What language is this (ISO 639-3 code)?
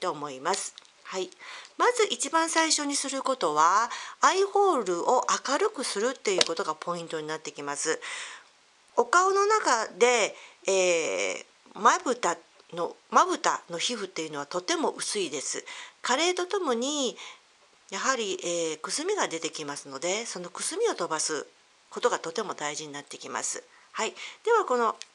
jpn